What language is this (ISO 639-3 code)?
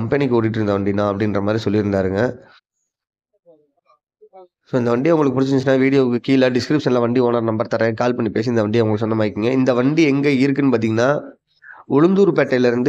tam